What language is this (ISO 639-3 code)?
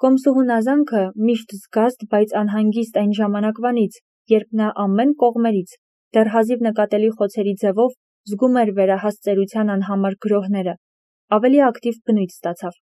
hye